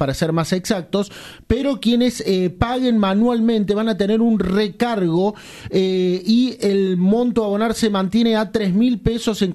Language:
Spanish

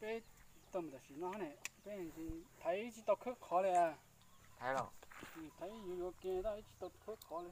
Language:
Hmong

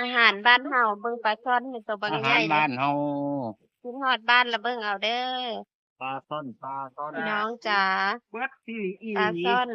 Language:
Northeastern Thai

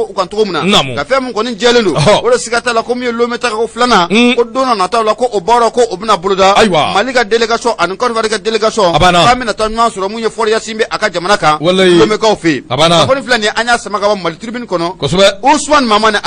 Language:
Bambara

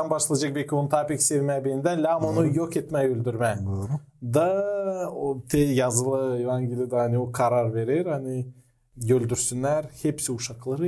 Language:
Gagauz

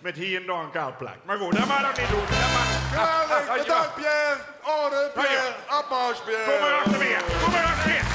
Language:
Limburgish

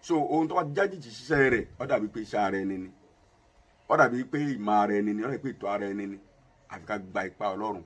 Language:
Yoruba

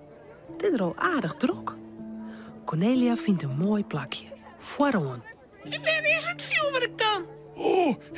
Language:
Western Frisian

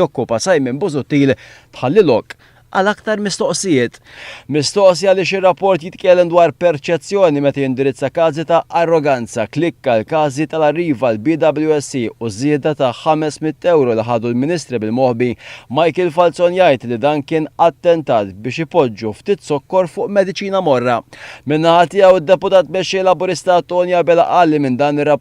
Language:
Maltese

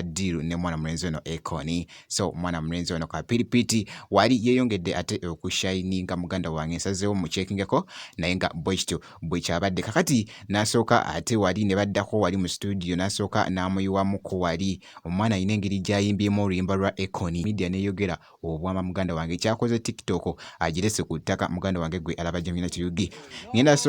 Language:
Ganda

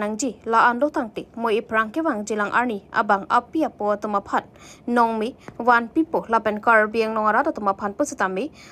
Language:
Karbi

